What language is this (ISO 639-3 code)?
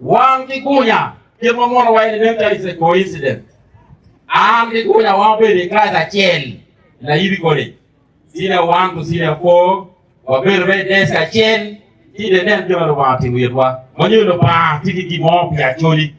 ach